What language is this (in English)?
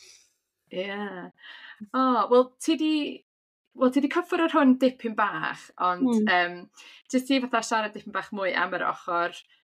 Welsh